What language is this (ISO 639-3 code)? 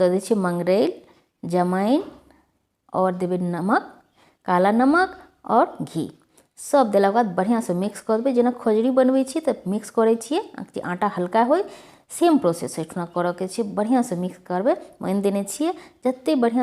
mai